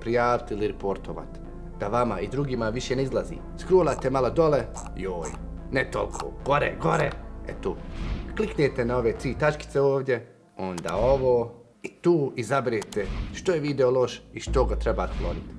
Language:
Bosnian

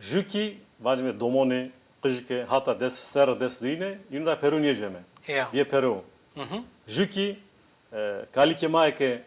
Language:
Zaza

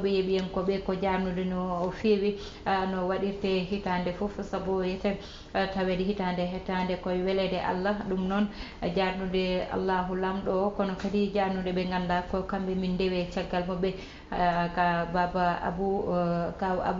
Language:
Fula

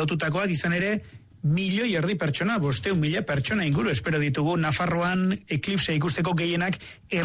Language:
Basque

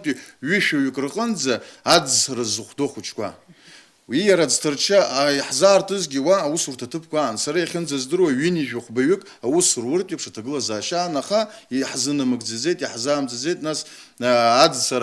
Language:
Abkhazian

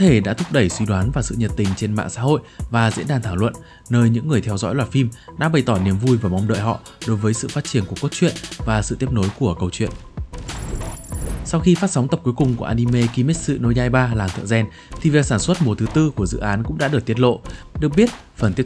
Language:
Vietnamese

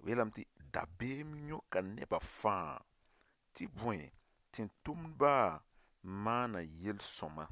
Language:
Mossi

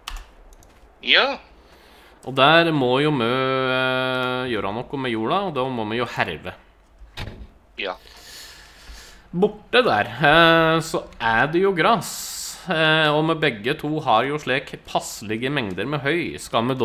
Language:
Norwegian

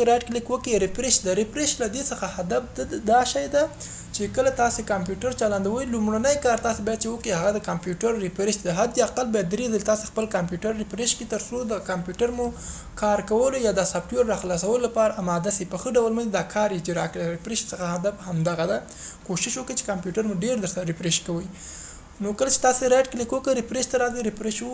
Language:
Pashto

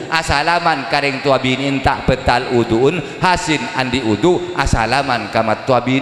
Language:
Madurese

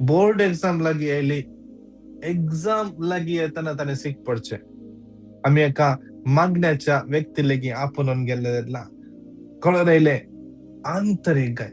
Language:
Konkani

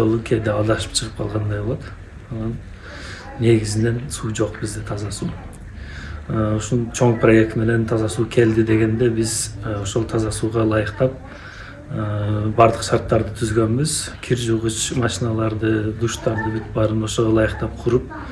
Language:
Kyrgyz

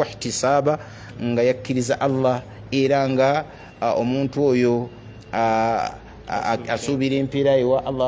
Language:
Ganda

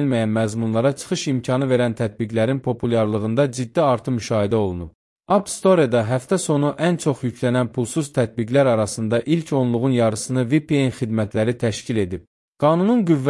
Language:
Azerbaijani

